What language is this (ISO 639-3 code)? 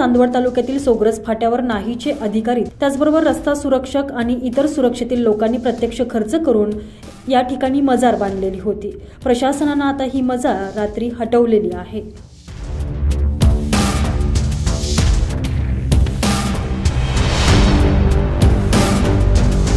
mar